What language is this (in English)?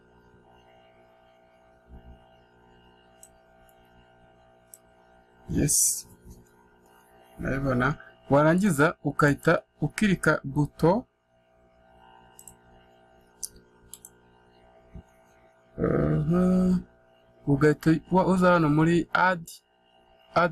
Kinyarwanda